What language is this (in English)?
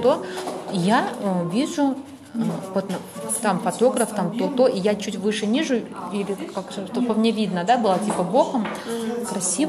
Russian